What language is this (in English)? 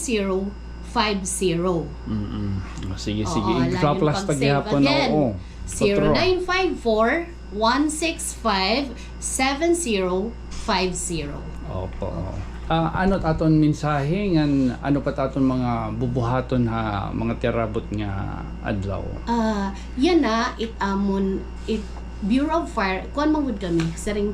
Waray